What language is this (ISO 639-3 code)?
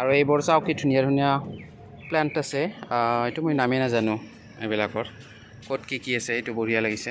asm